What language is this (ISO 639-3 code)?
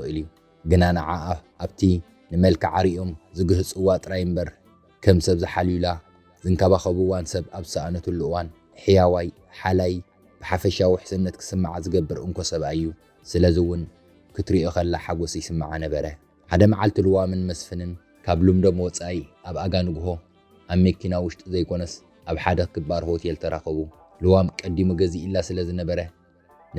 tir